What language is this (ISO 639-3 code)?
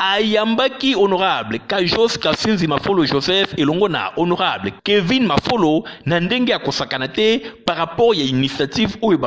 lin